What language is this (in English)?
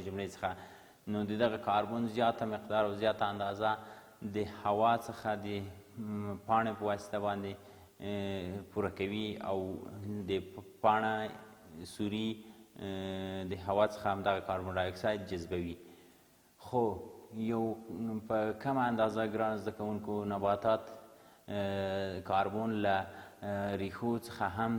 Pashto